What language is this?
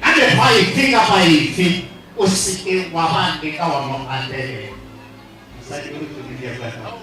Northern Sotho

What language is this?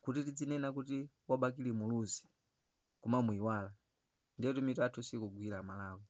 Nyanja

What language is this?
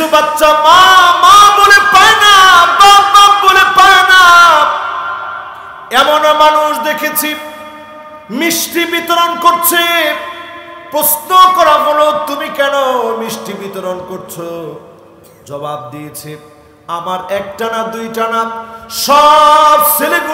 Bangla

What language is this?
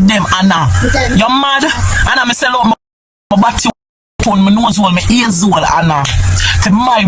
Jamaican Creole English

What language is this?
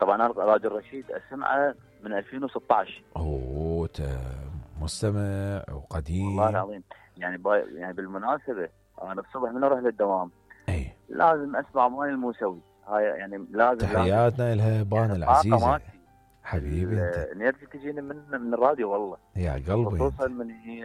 Mesopotamian Arabic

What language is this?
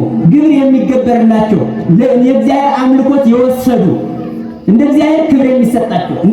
Amharic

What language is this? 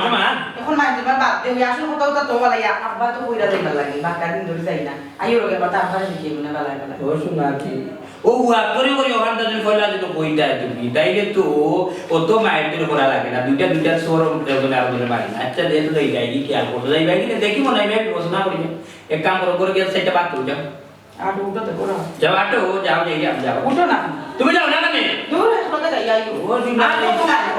Sylheti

